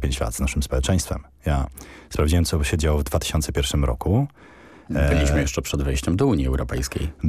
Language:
Polish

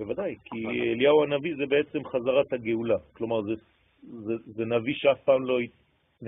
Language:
Hebrew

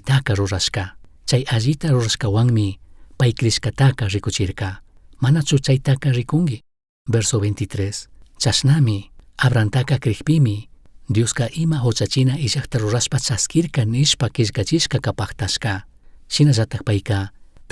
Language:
Chimborazo Highland Quichua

